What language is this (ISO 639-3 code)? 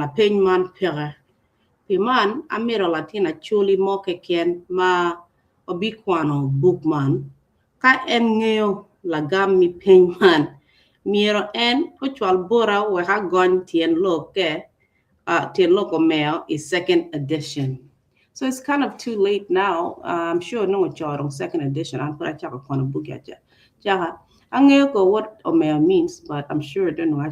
ach